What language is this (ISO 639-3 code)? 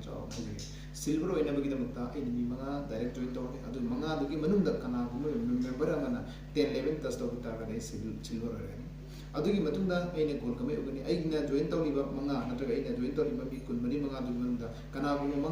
mni